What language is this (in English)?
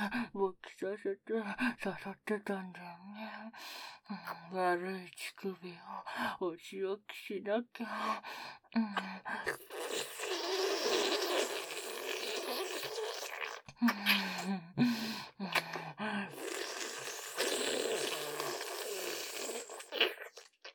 Japanese